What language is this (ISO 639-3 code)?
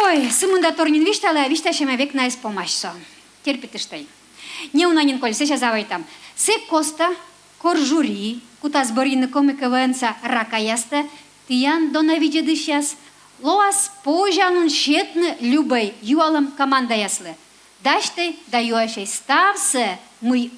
kom